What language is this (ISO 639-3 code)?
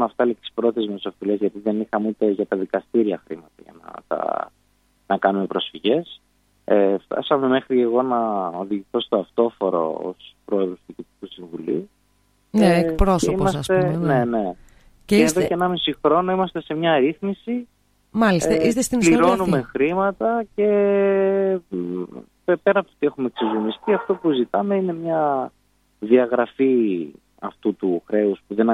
ell